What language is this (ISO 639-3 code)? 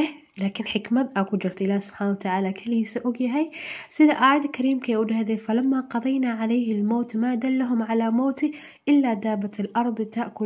som